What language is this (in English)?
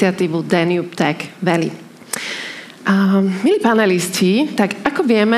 Slovak